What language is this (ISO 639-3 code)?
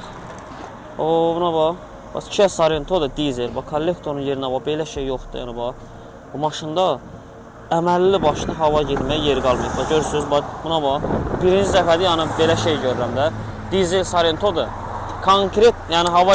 aze